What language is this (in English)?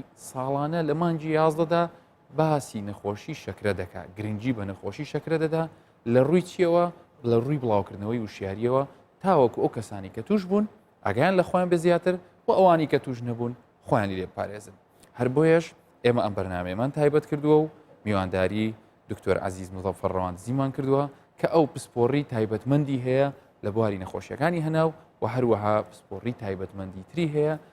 Central Kurdish